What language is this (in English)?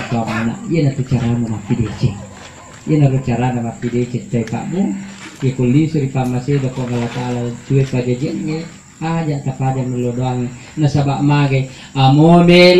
Buginese